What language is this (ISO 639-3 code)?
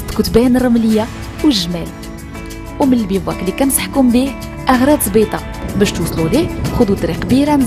ary